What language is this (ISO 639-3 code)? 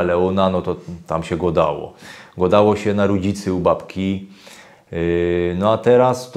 szl